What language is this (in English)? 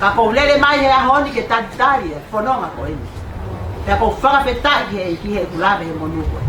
Tongan